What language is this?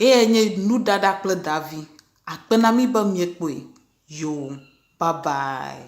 Ewe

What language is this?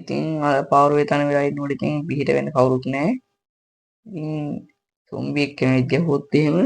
Sinhala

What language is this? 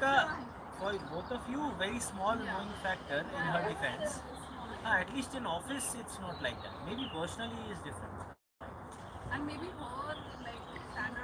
Algerian Arabic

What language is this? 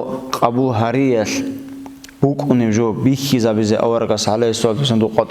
Avaric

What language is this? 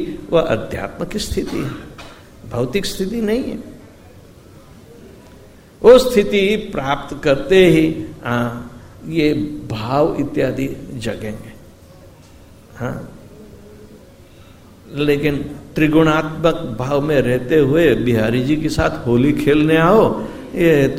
Hindi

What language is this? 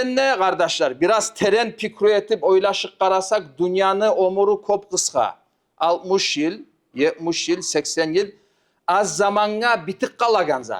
Kumyk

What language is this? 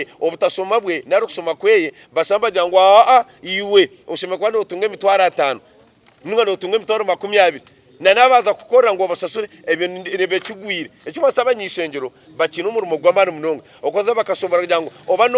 Nyankole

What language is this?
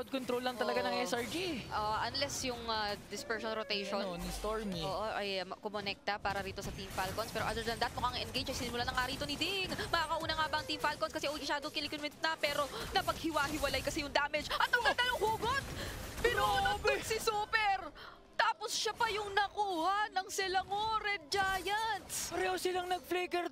Filipino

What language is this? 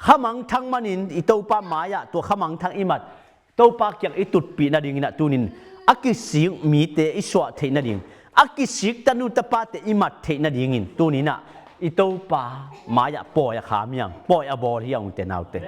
Tedim Chin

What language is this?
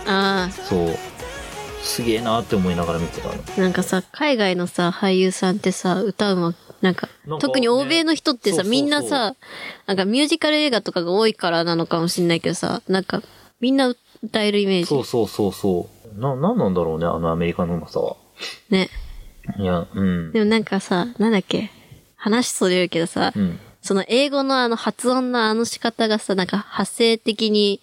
Japanese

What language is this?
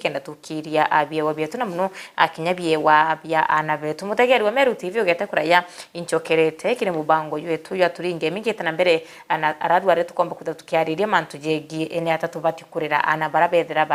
Meru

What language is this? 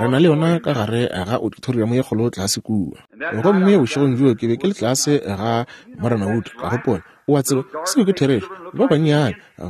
Northern Sotho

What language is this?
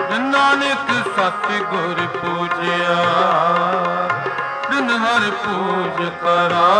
Punjabi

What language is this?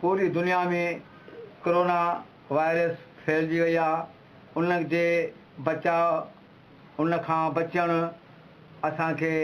Sindhi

